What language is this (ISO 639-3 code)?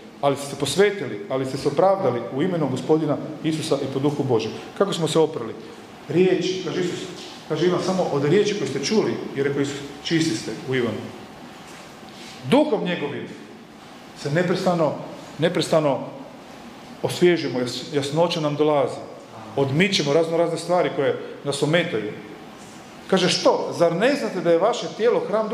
hrv